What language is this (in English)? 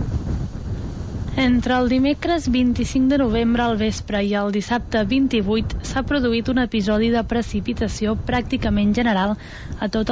Catalan